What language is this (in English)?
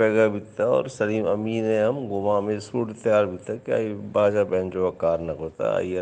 Baluchi